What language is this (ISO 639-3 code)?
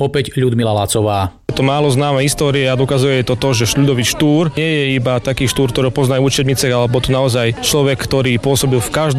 slk